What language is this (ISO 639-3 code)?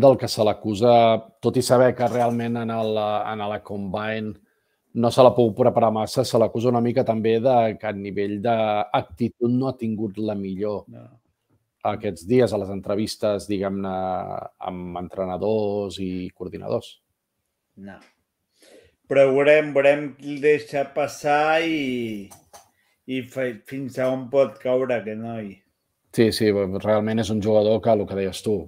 cat